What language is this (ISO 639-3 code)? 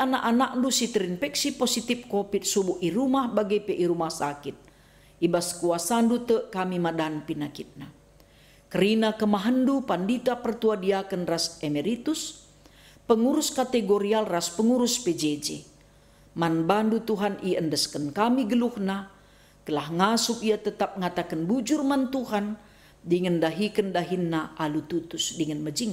btx